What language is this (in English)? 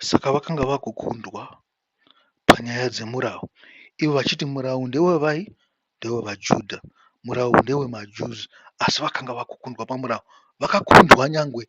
Shona